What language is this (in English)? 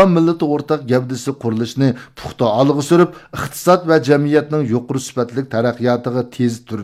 Uyghur